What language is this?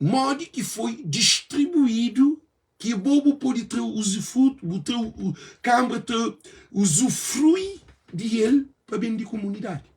Kabuverdianu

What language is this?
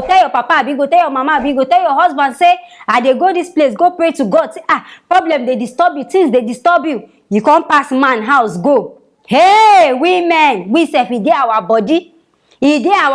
Nigerian Pidgin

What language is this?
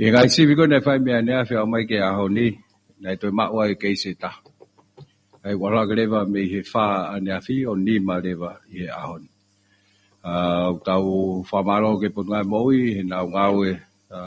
Tongan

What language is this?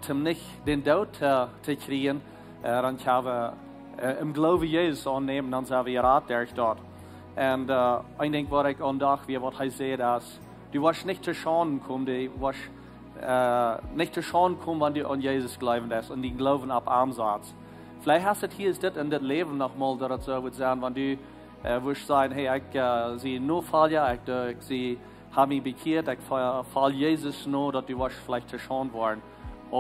Plautdietsch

